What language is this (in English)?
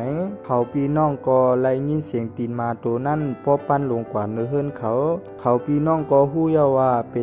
Shan